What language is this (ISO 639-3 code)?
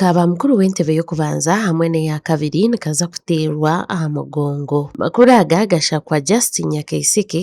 nyn